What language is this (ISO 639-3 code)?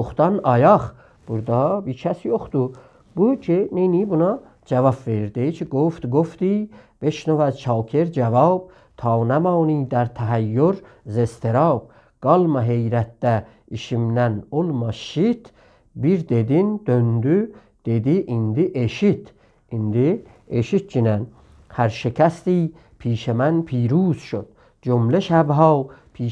azb